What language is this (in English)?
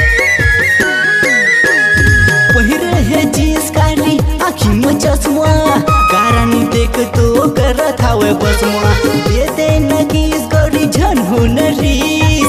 Chhattisgarhi